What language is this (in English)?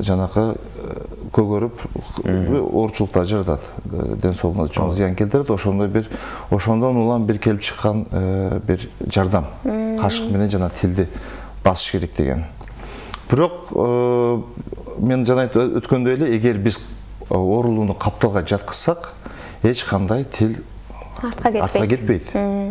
Kyrgyz